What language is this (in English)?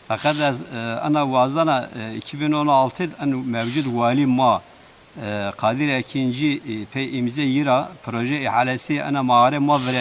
Zaza